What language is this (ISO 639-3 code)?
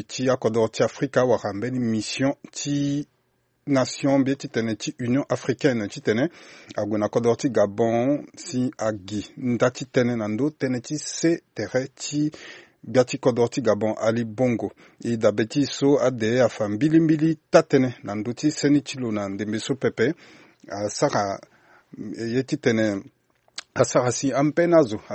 sag